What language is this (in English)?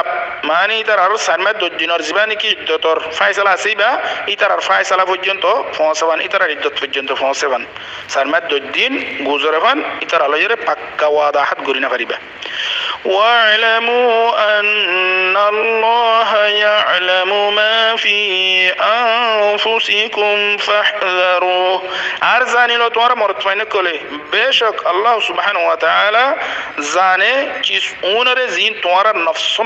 Rohingya